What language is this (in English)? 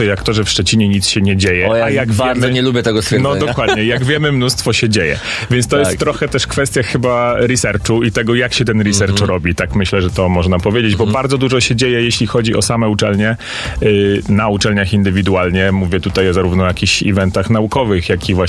Polish